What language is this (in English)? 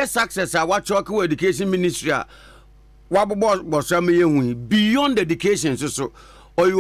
Akan